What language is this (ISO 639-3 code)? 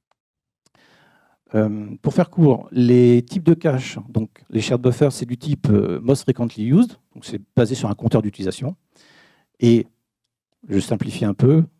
fra